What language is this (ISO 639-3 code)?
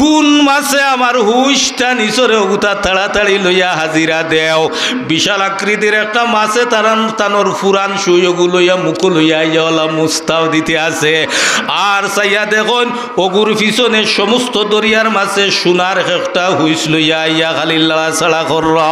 syl